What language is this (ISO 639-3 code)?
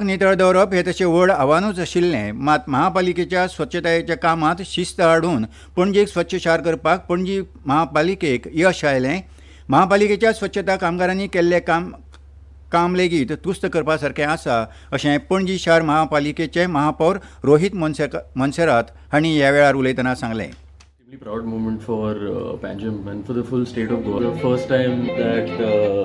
kok